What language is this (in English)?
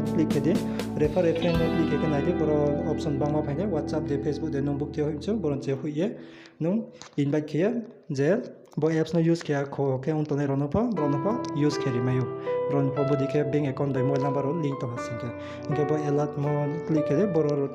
Riang (India)